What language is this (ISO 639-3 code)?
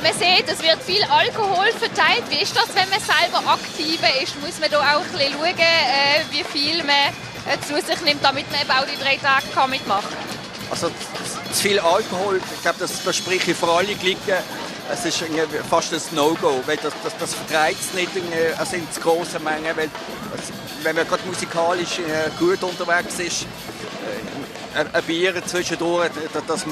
gsw